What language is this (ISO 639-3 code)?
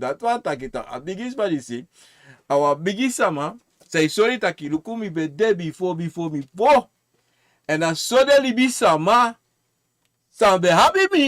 srn